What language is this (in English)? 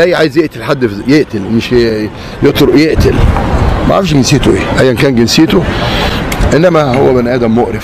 Egyptian Arabic